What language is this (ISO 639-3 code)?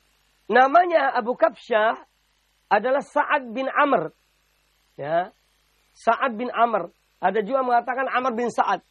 ind